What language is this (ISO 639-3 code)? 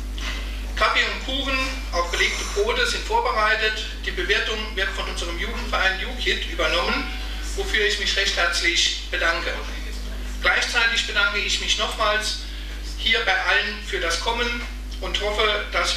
deu